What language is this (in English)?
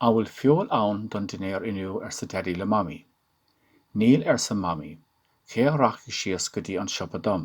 Irish